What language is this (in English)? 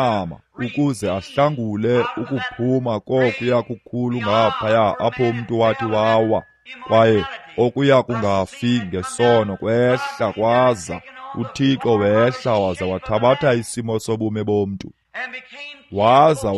Xhosa